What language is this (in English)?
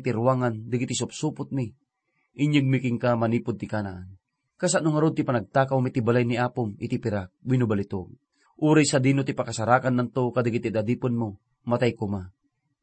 Iloko